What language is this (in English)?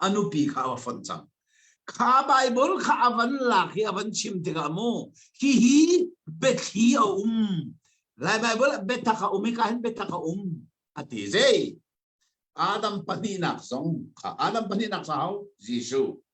Hakha Chin